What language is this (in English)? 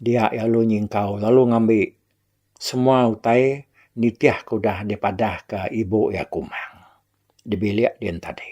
Iban